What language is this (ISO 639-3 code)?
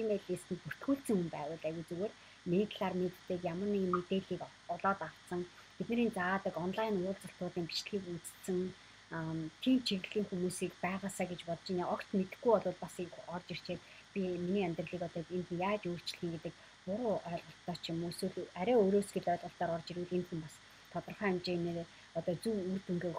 mon